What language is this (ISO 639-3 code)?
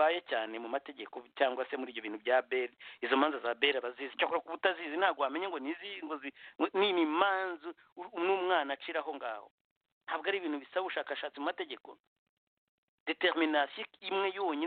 kin